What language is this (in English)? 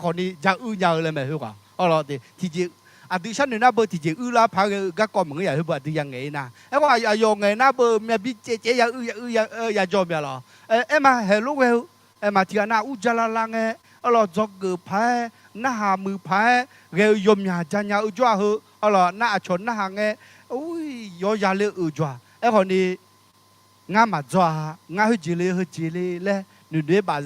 Akha